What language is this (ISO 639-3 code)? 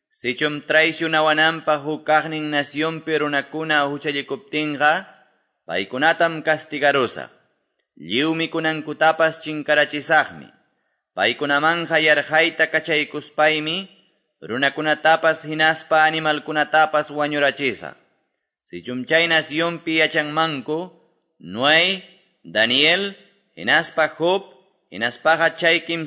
que